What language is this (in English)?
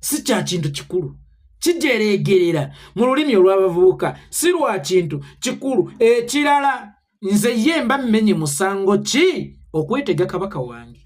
Ganda